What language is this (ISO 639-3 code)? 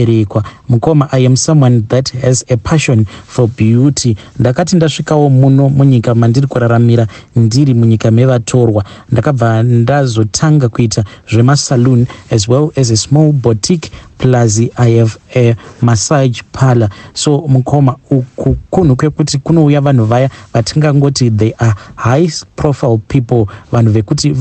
sna